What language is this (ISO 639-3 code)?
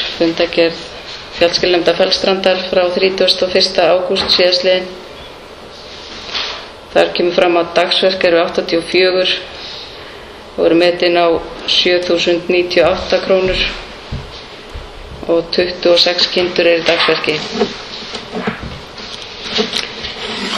isl